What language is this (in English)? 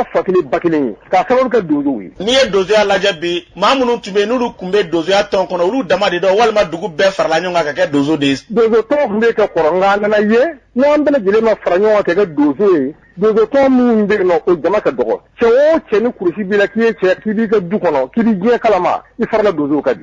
Bambara